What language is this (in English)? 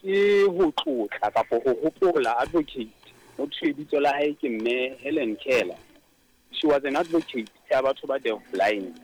Southern Sotho